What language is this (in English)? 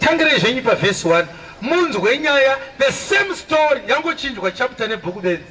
Shona